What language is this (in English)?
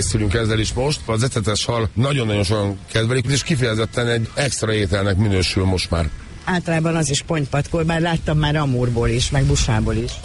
Hungarian